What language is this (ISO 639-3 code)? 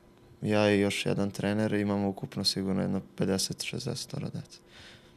srp